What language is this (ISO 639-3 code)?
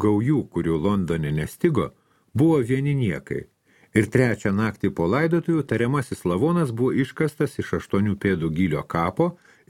lit